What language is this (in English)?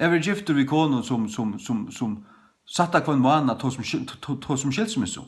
Faroese